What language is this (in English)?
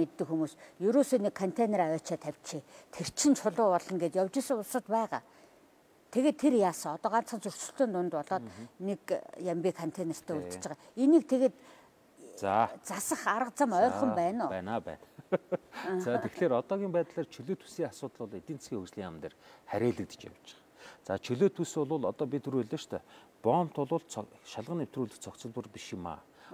Mongolian